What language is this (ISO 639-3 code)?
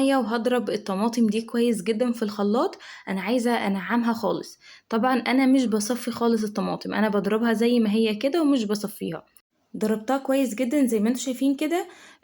arz